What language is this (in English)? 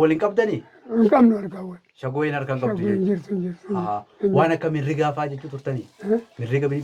Oromo